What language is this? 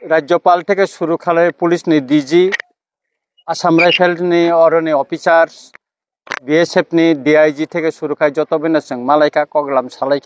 Kok Borok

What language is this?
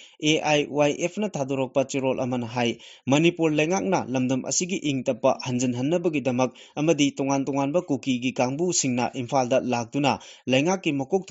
Manipuri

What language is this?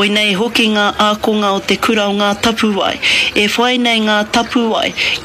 Māori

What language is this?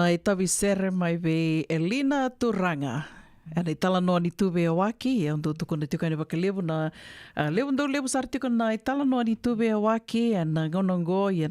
Fijian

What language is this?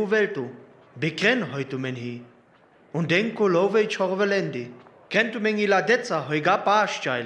Sinte Romani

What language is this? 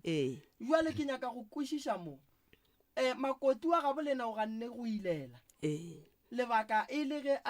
Northern Sotho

